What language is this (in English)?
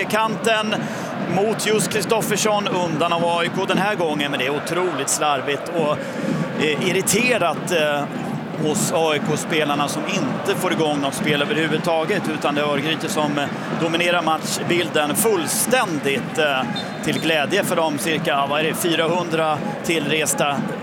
Swedish